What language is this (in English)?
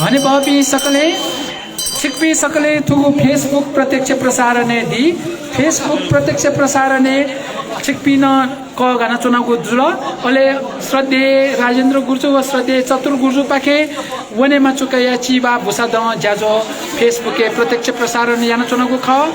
Newari